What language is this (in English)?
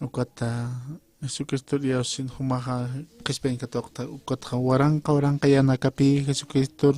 Aymara